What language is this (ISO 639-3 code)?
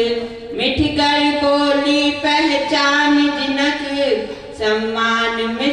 mai